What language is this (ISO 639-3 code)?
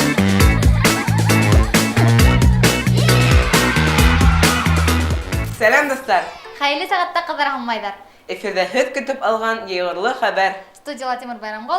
bak